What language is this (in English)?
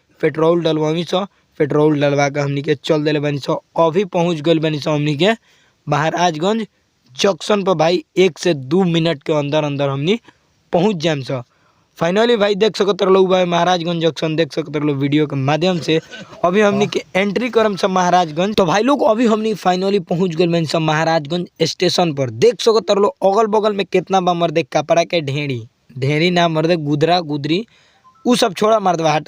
Bhojpuri